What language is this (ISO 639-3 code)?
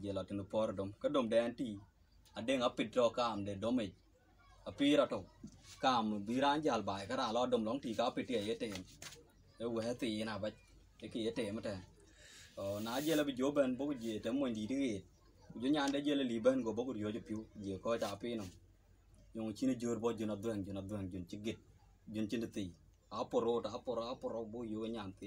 din